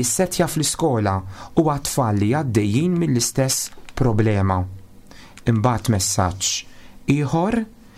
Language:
Maltese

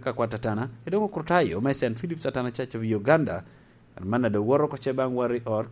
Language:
Lango (Uganda)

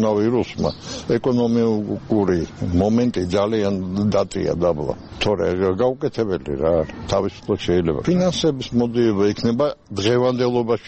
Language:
Georgian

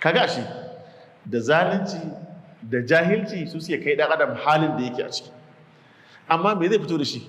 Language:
Hausa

